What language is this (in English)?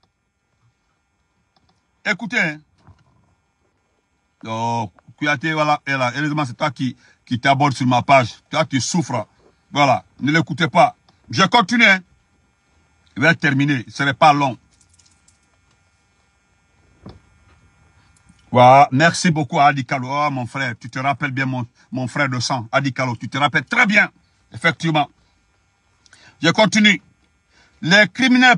French